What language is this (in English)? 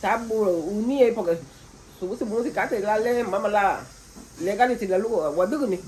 Garifuna